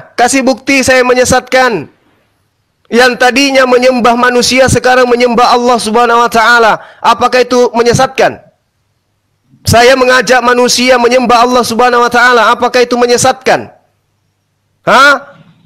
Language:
Indonesian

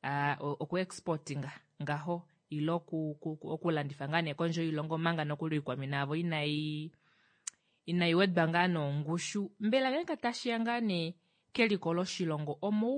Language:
Kuanyama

